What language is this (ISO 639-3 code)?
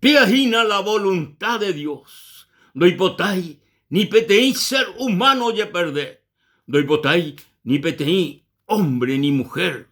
grn